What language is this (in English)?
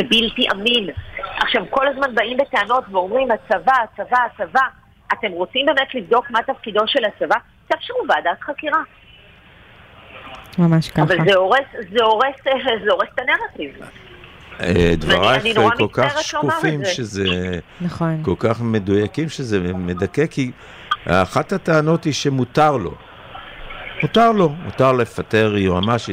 Hebrew